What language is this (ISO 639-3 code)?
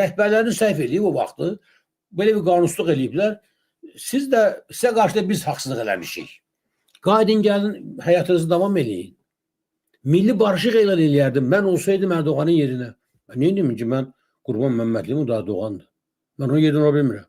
aze